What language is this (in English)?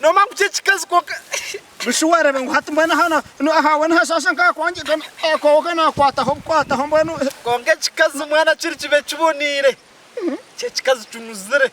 Nyankole